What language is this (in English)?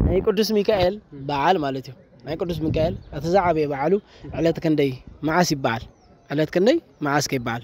Tigrinya